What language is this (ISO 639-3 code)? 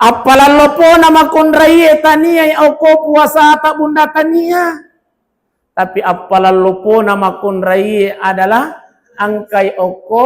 bug